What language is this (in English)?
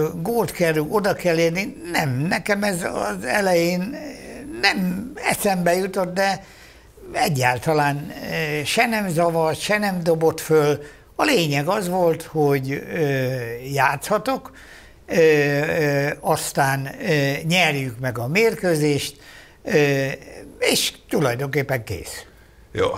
Hungarian